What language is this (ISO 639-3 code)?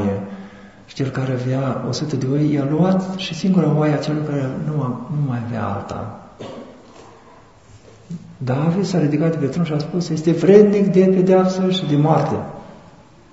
ron